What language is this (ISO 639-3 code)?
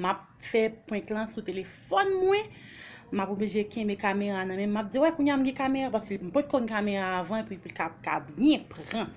hat